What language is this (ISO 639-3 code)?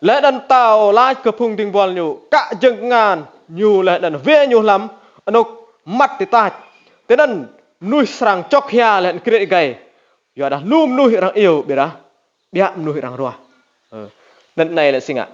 rad